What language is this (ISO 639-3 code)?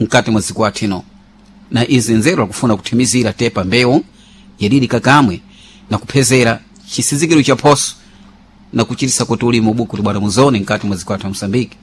seh